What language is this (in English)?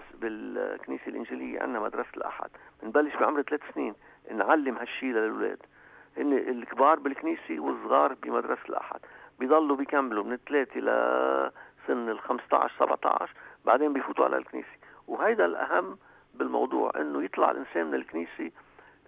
North Levantine Arabic